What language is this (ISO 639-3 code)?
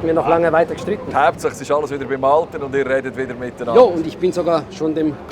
gsw